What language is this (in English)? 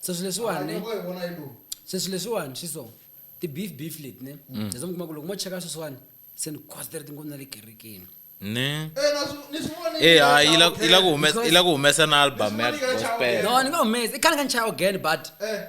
Tsonga